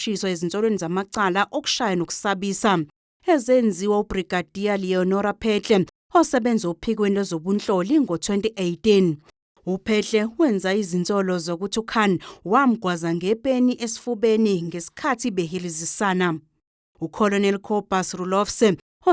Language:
Zulu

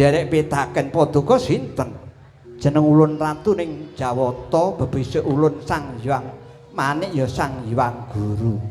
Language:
Javanese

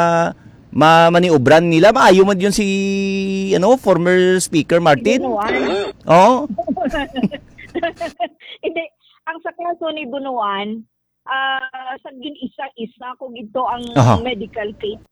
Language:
Hiligaynon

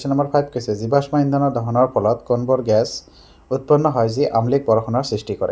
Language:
Assamese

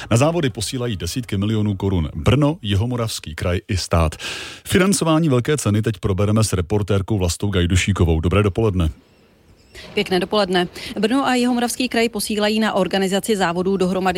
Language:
Czech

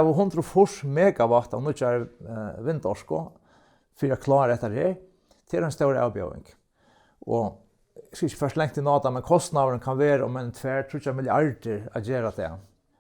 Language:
Faroese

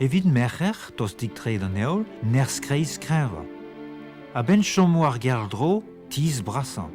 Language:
Breton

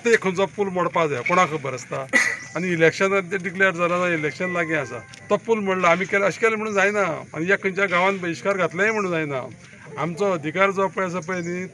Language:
Konkani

